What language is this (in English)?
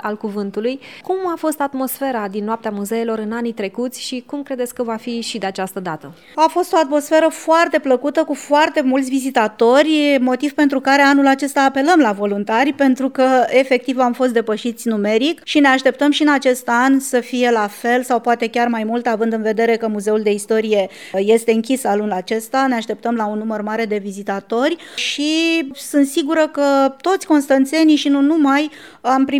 Romanian